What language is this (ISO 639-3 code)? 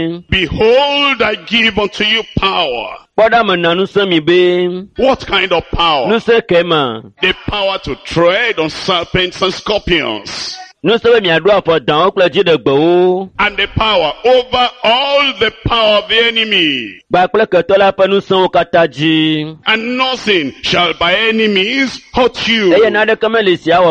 ewe